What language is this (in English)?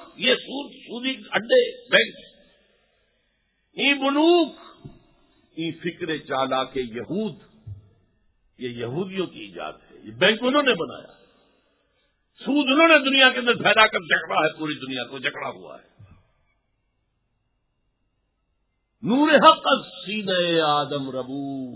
Urdu